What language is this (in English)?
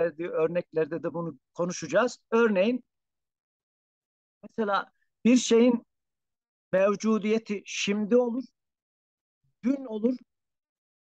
Turkish